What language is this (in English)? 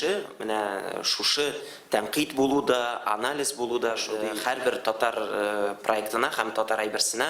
Tatar